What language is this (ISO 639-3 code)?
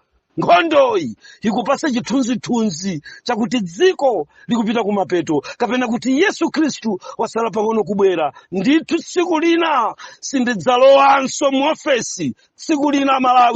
nya